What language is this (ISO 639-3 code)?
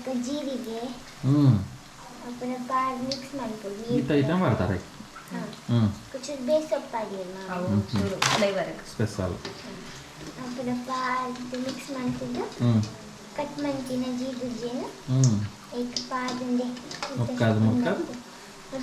tcy